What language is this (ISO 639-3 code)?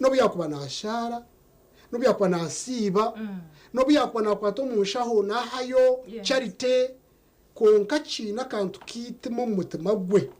nyn